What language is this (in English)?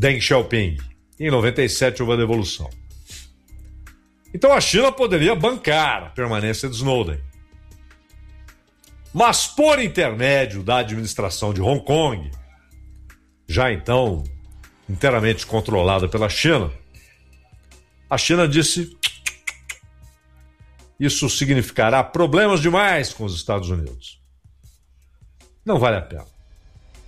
Portuguese